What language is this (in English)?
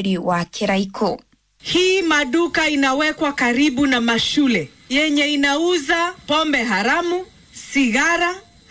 Kikuyu